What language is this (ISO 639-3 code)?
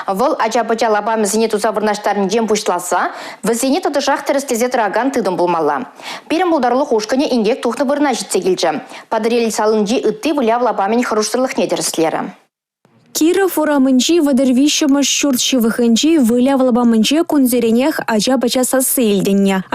chv